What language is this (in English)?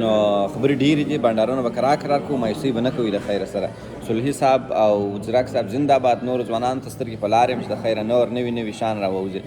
Pashto